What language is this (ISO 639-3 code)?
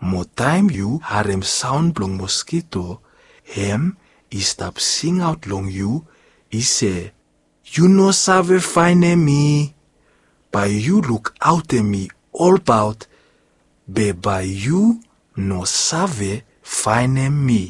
bis